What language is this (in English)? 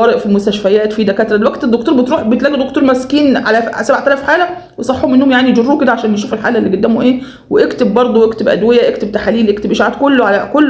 Egyptian Arabic